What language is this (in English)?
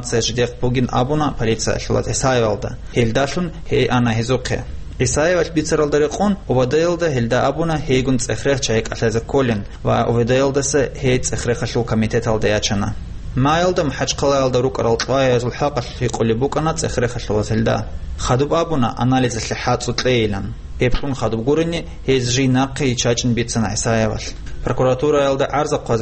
Avaric